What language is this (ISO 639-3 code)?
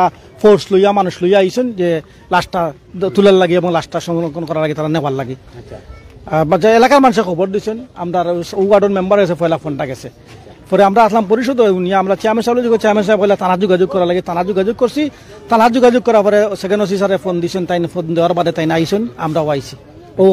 syl